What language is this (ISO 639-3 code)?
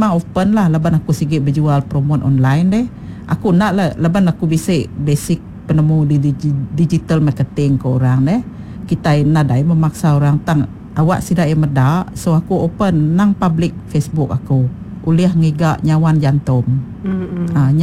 iba